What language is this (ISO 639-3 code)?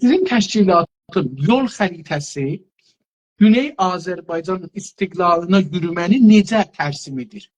azb